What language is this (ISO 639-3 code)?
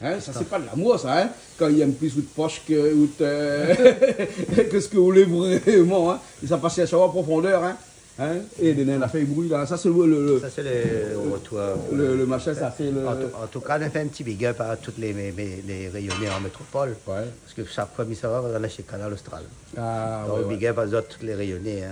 rcf